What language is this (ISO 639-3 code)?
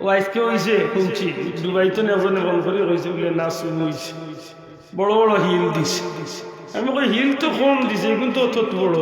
syl